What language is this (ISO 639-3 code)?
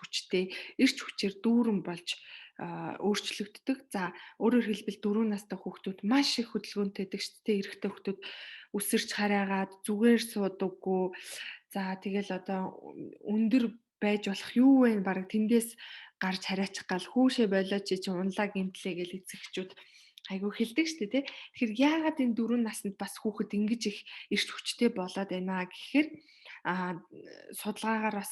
mon